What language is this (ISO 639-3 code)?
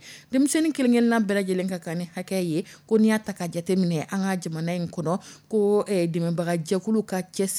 dyu